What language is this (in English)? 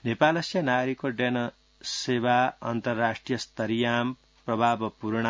Sanskrit